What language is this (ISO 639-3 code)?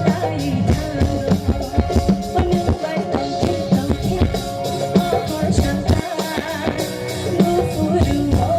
trp